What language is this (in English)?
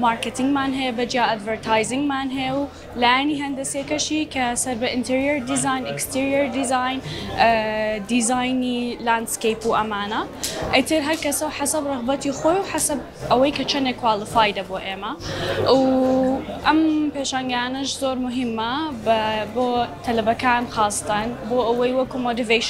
Central Kurdish